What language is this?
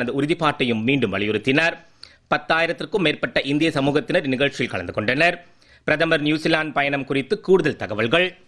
Tamil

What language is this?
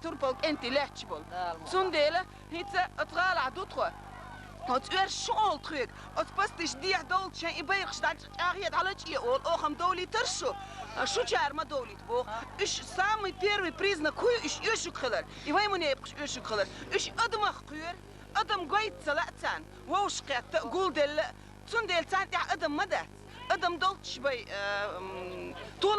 Chechen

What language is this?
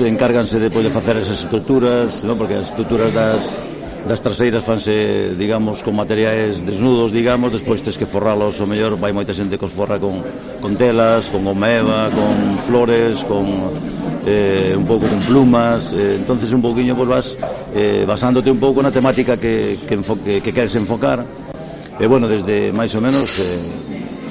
Galician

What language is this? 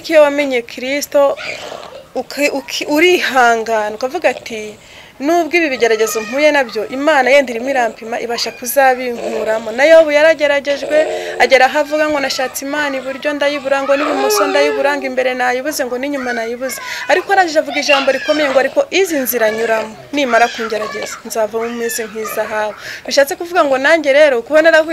Kinyarwanda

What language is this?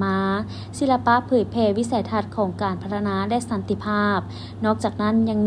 Lao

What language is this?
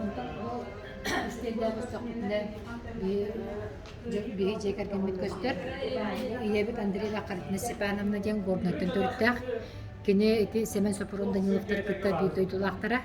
Yakut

